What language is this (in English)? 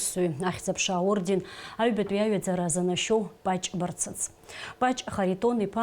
Abkhazian